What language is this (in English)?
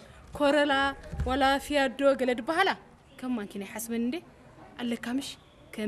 Tigrinya